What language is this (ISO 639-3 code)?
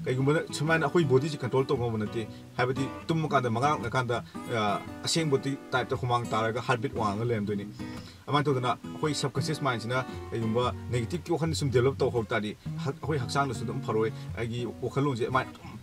mni